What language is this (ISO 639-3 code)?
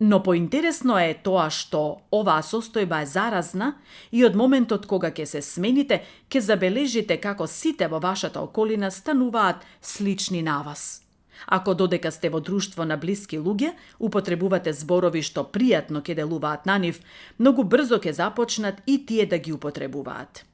mkd